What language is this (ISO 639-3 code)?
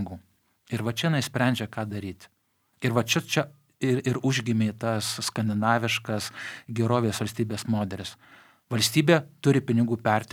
lit